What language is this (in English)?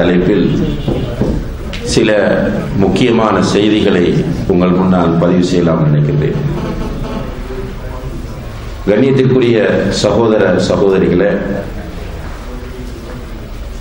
Tamil